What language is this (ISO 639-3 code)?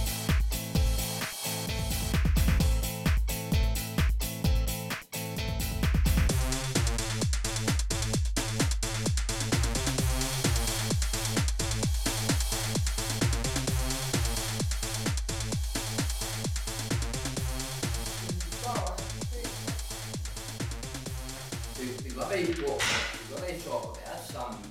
dan